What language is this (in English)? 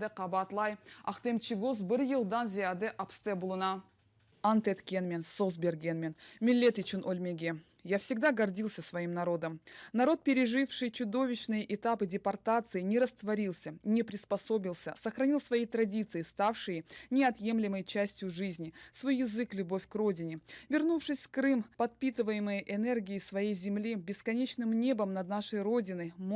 Crimean Tatar